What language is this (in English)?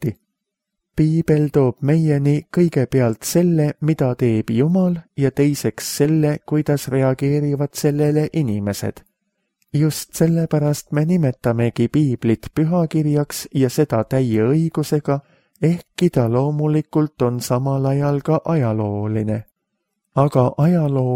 Estonian